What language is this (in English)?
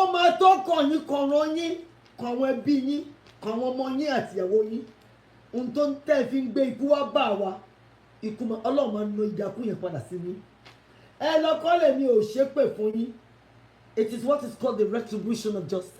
Yoruba